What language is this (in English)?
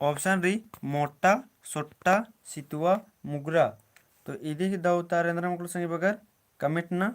Kurukh